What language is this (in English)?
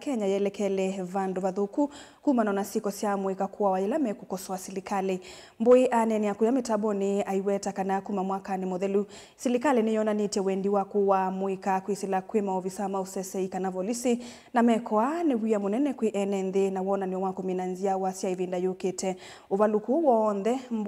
Kamba